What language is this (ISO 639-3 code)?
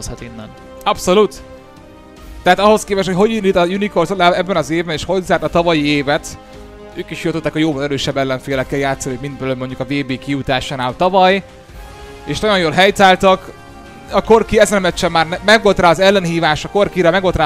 hun